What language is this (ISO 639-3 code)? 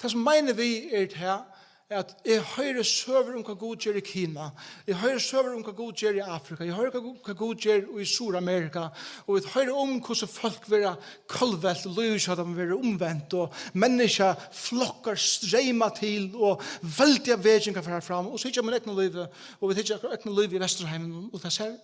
fao